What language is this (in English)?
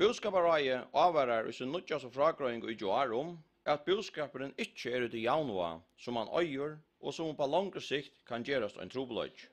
Faroese